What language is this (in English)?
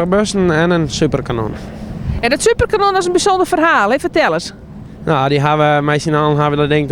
Western Frisian